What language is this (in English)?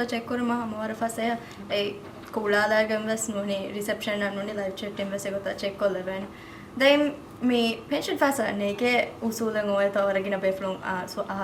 Divehi